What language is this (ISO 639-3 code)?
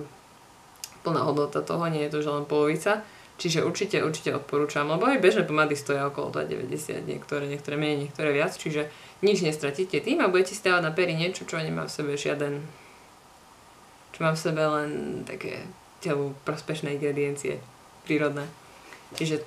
slk